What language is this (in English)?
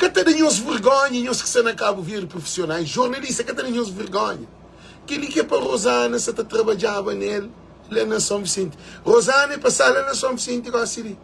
Kabuverdianu